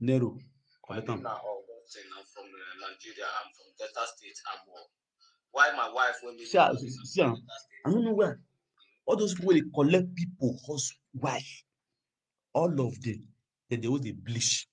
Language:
Nigerian Pidgin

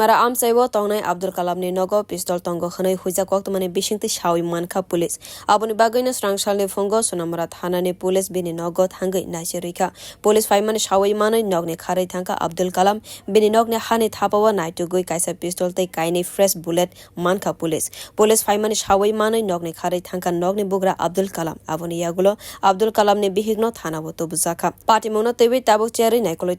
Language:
Kok Borok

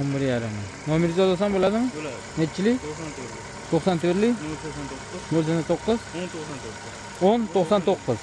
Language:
Uzbek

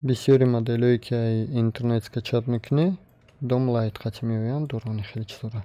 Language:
Tajik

